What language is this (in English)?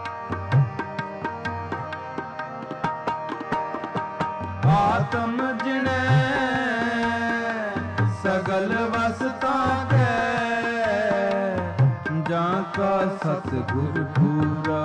Punjabi